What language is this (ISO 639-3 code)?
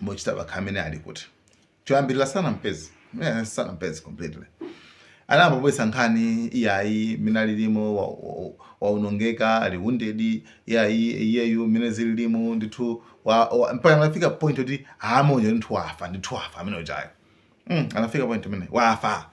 nya